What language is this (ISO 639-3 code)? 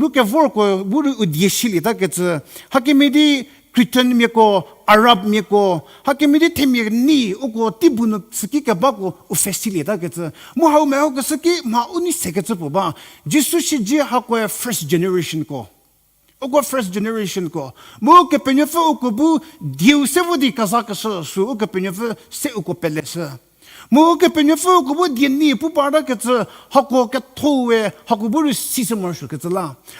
njm